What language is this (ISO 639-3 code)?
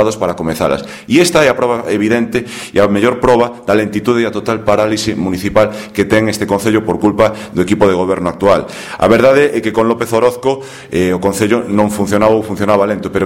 glg